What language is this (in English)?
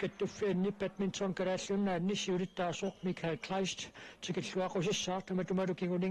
Kalaallisut